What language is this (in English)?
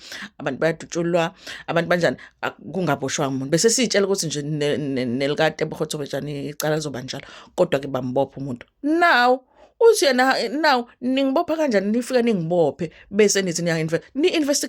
Zulu